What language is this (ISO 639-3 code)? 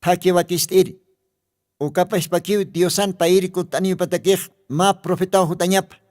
aym